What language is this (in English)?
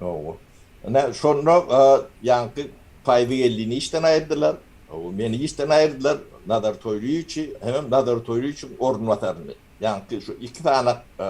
Turkmen